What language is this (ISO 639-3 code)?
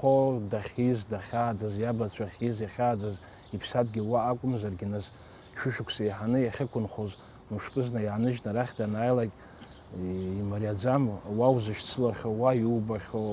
abk